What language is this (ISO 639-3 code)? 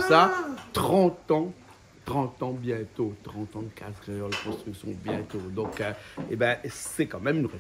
rcf